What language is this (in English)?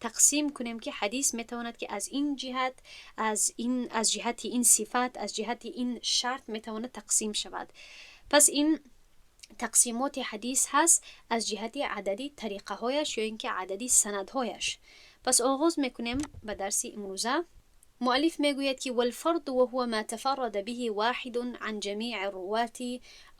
Tajik